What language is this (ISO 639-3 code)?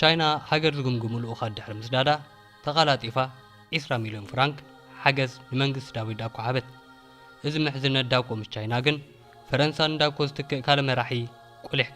tir